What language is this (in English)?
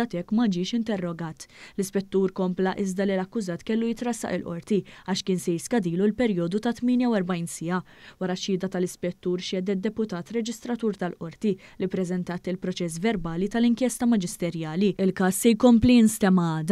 Maltese